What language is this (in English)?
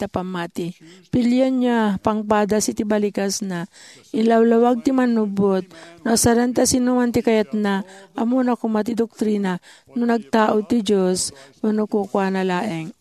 Iloko